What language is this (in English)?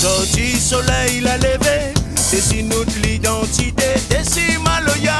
Réunion Creole French